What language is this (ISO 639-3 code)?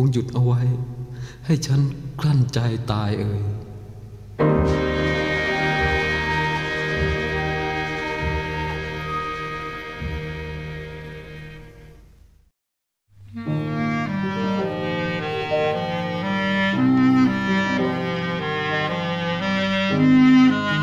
tha